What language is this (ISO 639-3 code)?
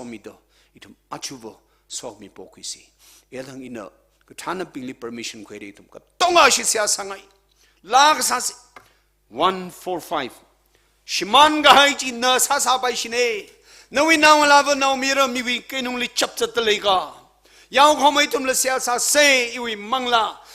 nmf